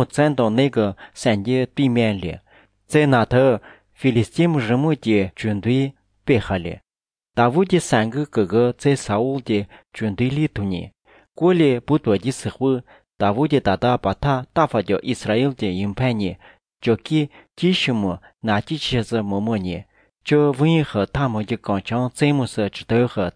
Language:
Chinese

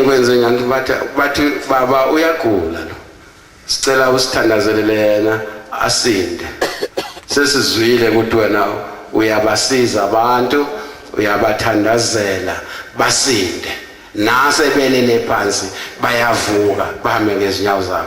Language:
Zulu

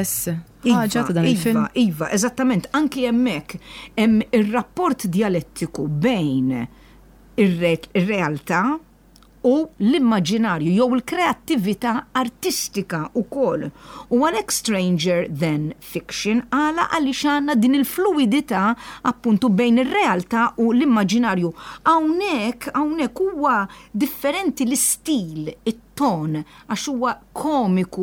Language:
Maltese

